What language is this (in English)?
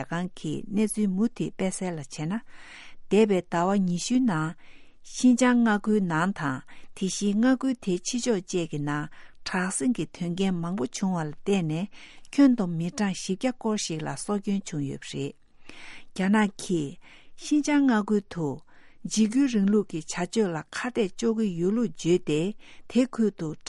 Tibetan